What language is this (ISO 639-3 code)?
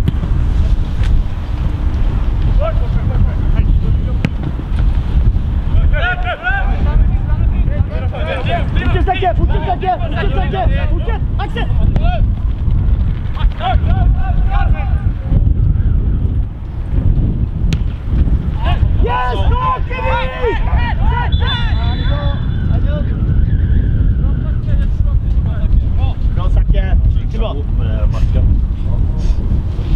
swe